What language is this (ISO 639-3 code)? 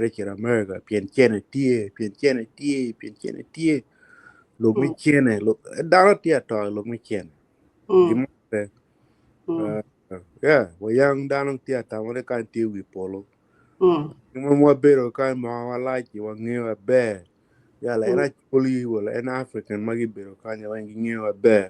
ach